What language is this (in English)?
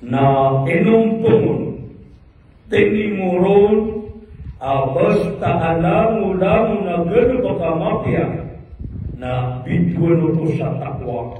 Maranao